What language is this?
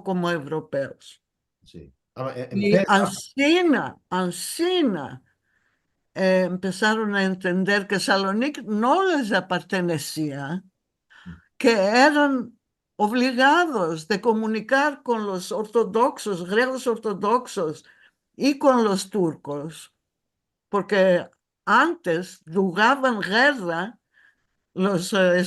Ladino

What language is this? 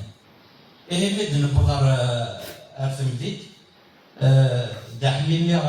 Kabyle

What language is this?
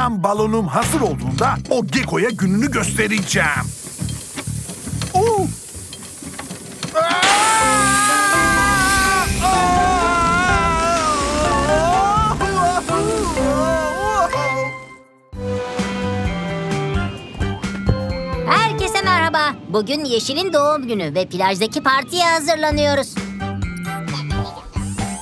Turkish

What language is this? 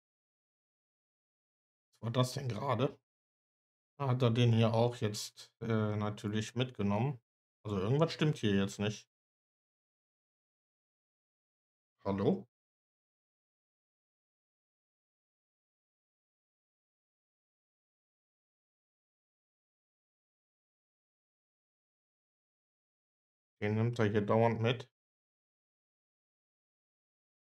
German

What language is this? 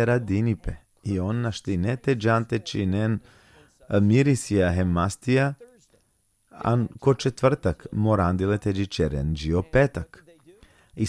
Balkan Romani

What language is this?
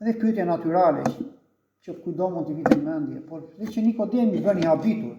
Albanian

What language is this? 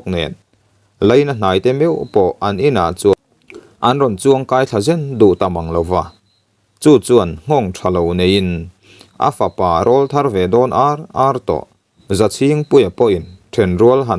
Mizo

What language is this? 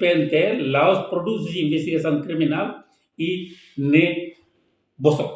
Tetum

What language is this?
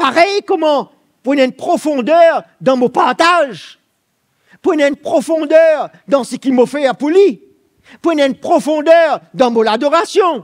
Morisyen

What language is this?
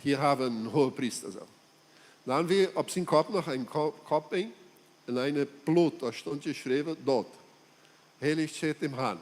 Plautdietsch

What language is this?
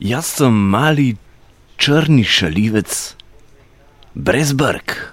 Slovenian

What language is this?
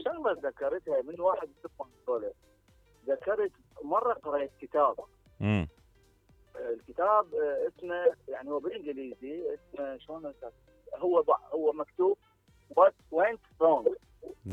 Mesopotamian Arabic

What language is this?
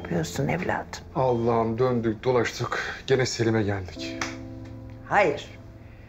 Turkish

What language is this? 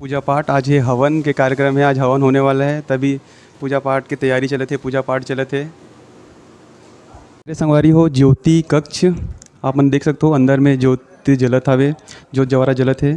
Chhattisgarhi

